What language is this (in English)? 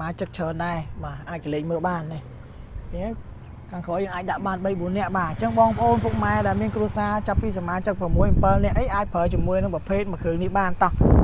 Khmer